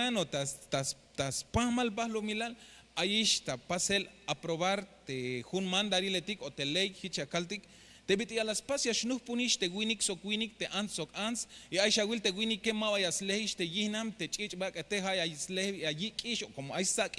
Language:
Tzeltal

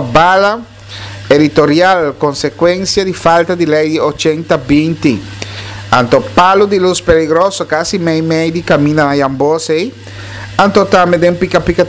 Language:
Papiamento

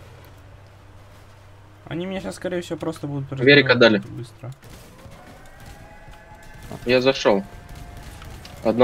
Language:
Russian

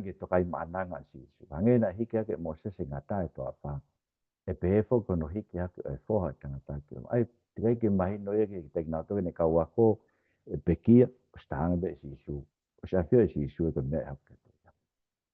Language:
Tongan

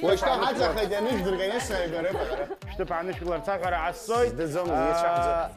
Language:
Abkhazian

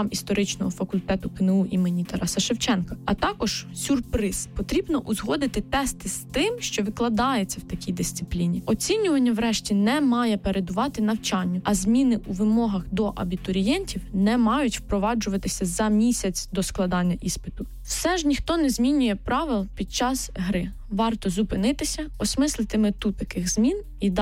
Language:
Ukrainian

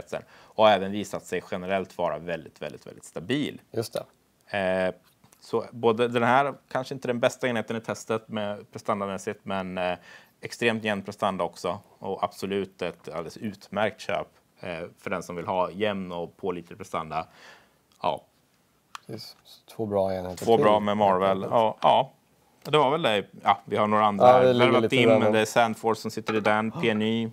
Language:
Swedish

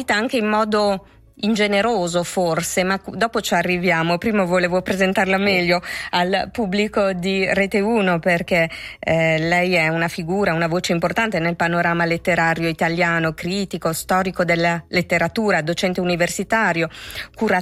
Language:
Italian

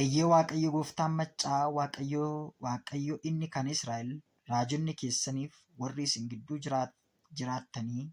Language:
Oromo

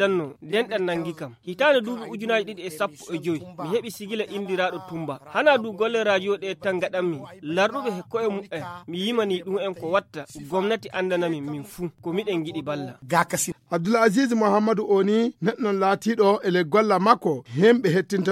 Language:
Fula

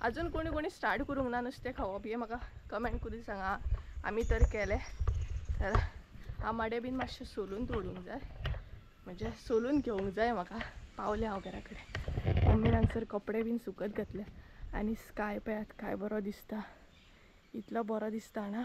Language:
Konkani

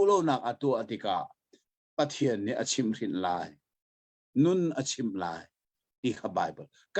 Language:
Hakha Chin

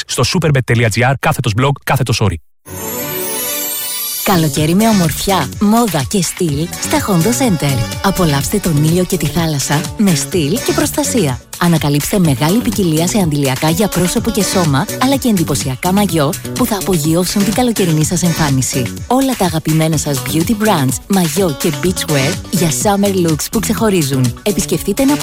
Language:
Greek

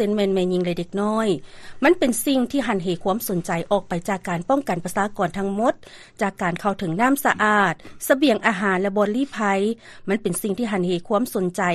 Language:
Lao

